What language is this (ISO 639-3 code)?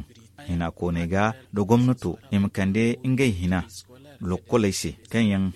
dje